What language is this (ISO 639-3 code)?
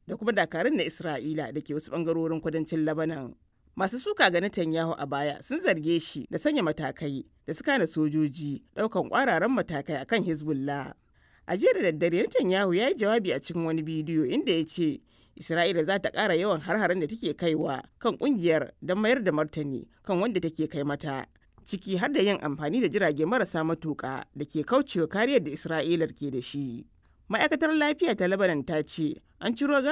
hau